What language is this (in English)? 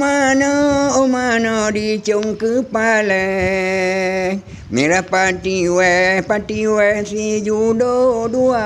Achinese